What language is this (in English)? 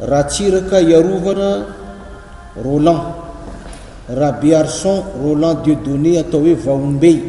Malagasy